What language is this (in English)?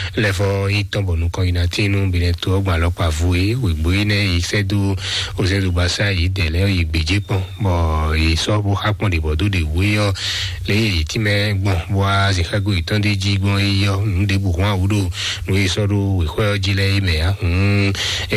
Fon